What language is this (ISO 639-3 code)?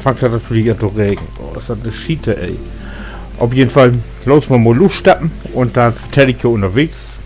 nds